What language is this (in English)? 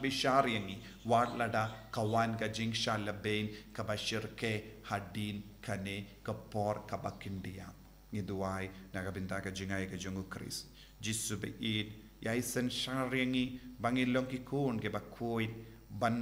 Khasi